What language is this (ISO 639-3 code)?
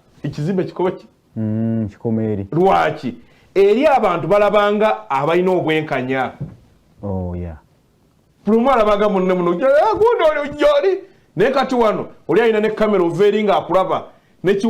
lug